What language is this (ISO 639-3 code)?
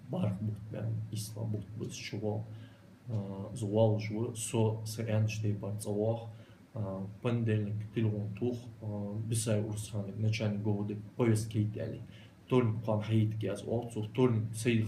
inh